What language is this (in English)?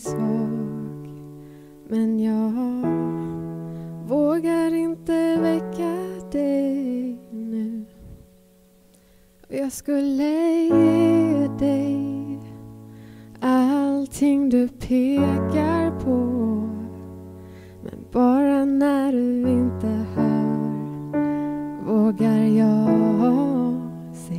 Swedish